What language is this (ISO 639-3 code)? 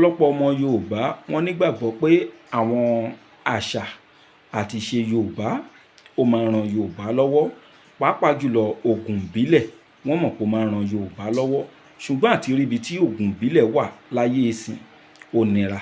yor